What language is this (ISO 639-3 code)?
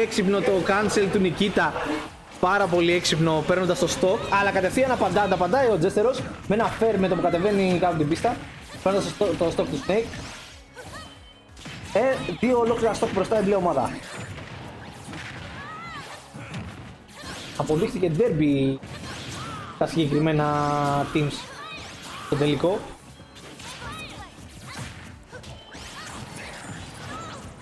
ell